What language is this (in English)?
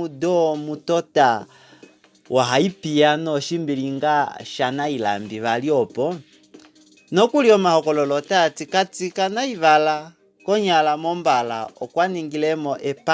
Kuanyama